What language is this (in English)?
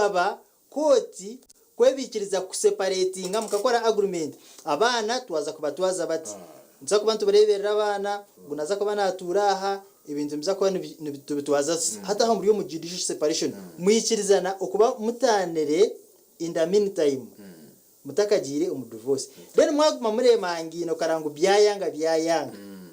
Nyankole